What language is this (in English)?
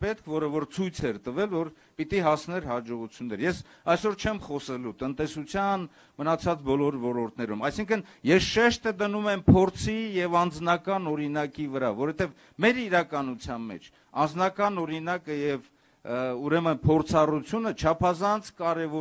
Armenian